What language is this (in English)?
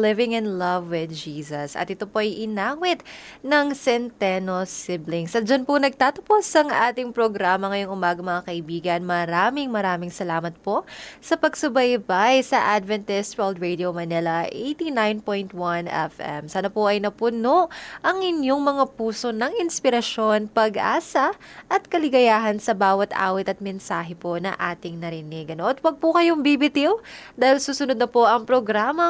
Filipino